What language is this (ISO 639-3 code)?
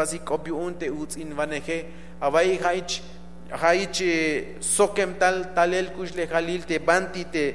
tzh